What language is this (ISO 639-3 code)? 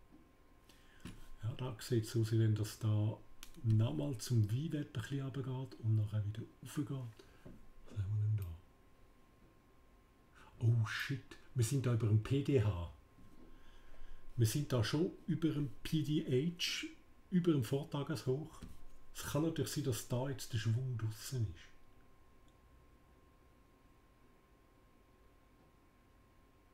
deu